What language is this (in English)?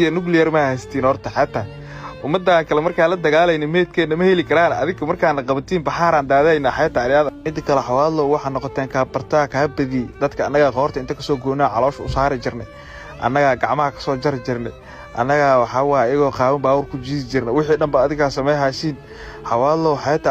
Somali